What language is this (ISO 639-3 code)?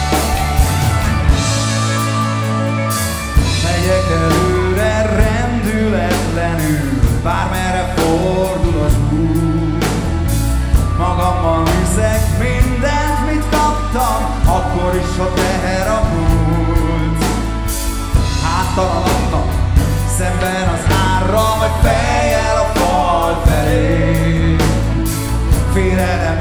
hun